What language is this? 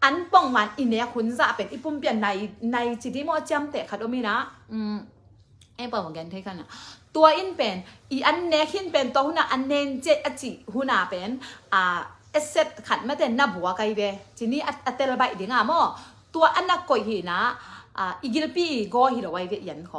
Tedim Chin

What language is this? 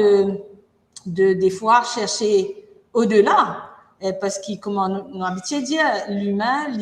Morisyen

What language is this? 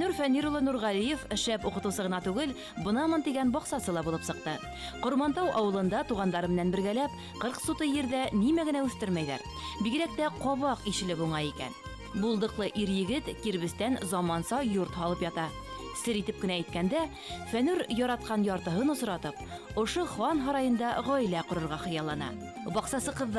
Bashkir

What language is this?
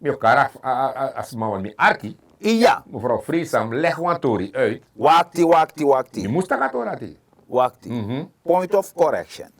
Sranan Tongo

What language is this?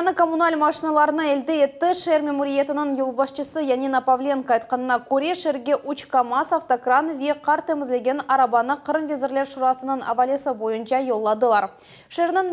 Crimean Tatar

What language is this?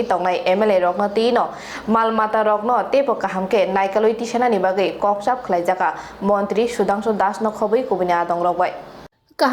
Kok Borok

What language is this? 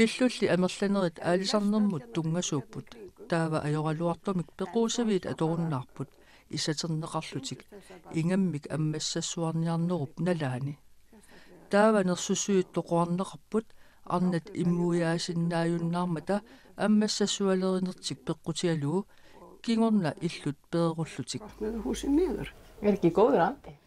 Kalaallisut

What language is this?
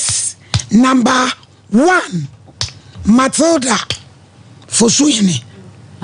Akan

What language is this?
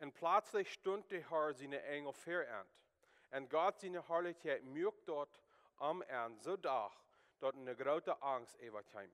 Plautdietsch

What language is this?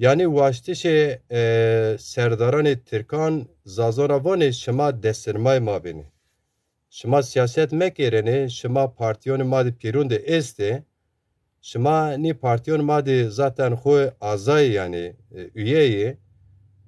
Zaza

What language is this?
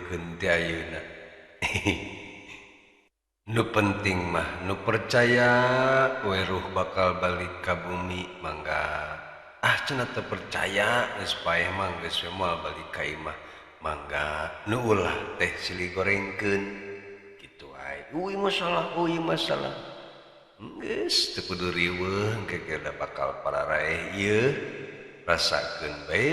Sundanese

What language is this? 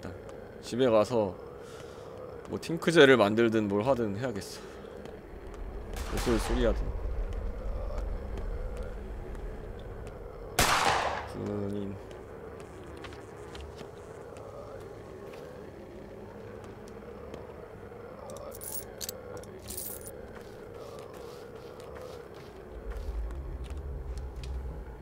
Korean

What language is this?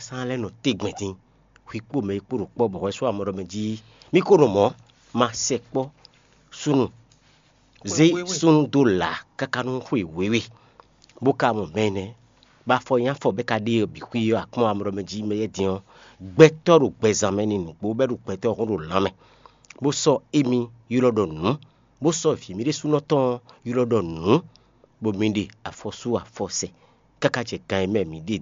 Fon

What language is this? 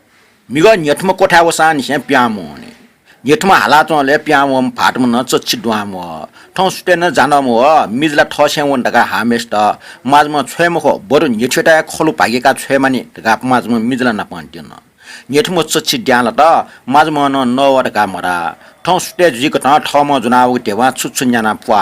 Newari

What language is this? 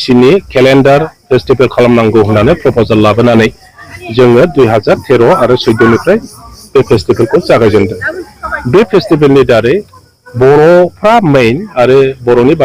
Bodo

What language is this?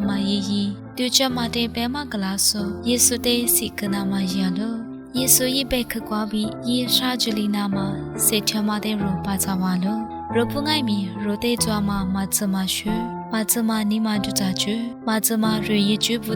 Lisu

